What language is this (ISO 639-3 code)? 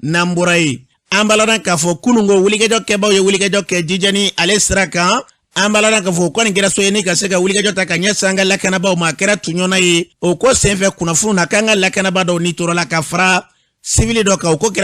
bam